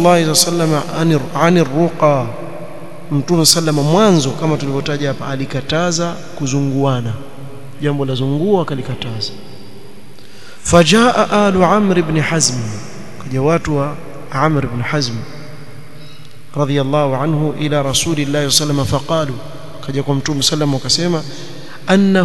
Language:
Swahili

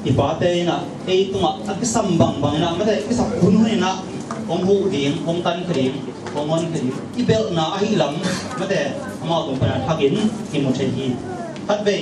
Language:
Tedim Chin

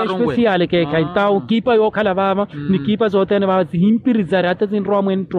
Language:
Makhuwa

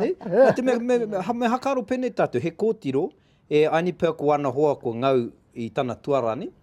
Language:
Māori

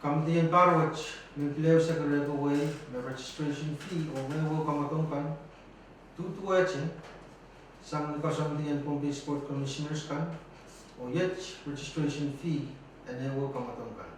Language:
Pohnpeian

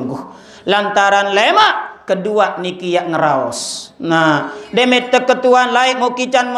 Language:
Sasak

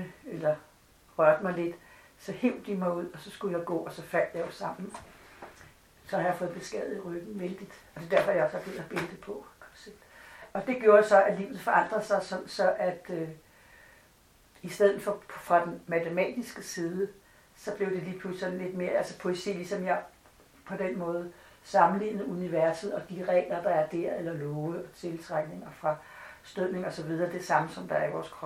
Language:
Danish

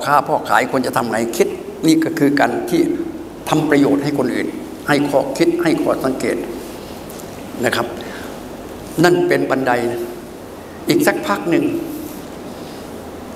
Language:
Thai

